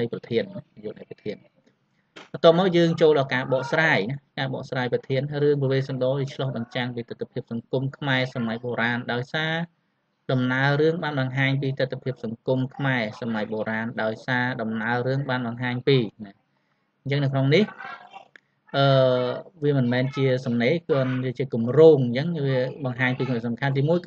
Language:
Khmer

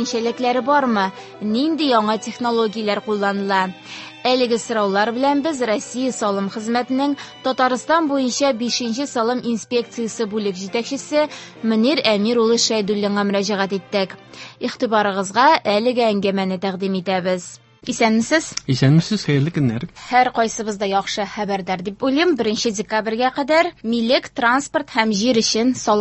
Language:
Tatar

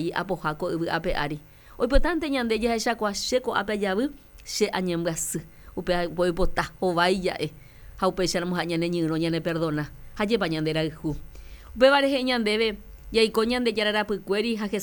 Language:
Guarani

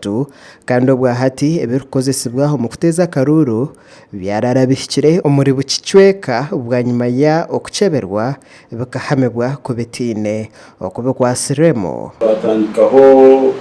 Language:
Nyankole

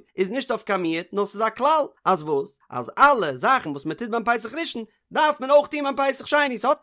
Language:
Yiddish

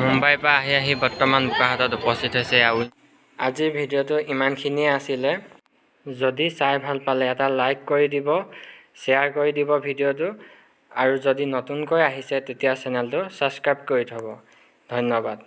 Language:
Assamese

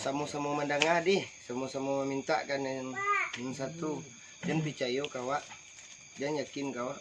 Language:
Minangkabau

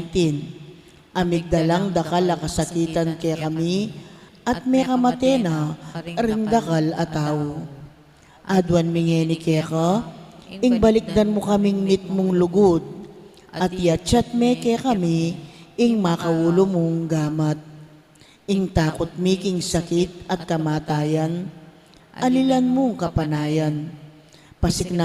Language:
Pampanga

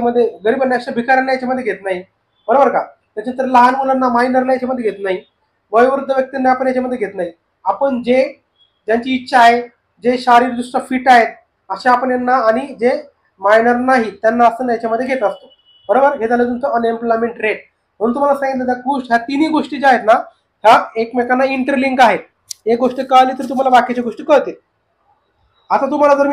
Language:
Marathi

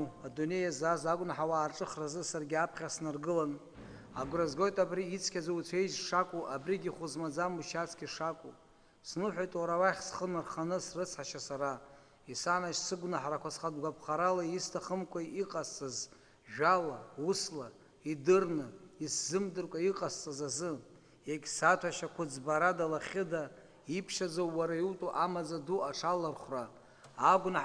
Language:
Abkhazian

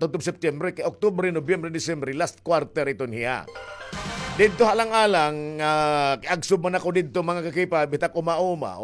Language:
Waray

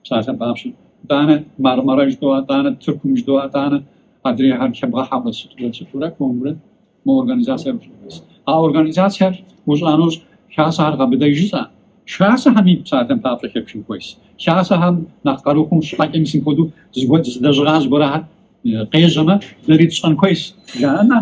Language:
Kabardian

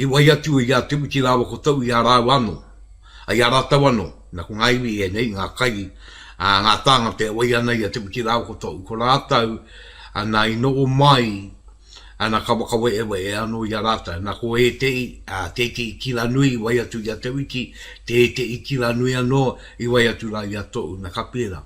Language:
Māori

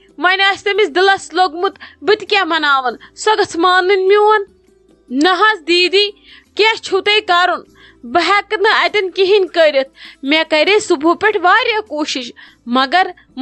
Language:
Kashmiri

